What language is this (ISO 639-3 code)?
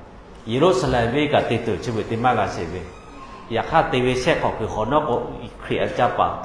lhu